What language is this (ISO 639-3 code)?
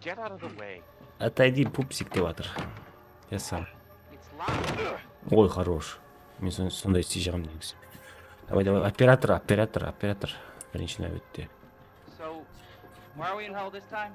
kaa